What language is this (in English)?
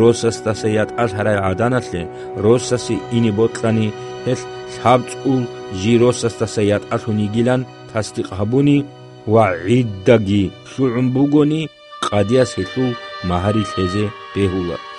Avaric